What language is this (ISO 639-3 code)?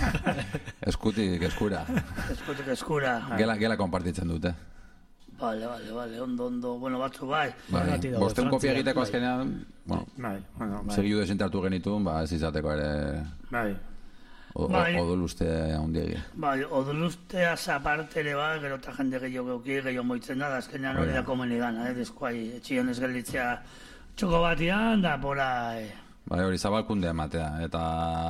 eus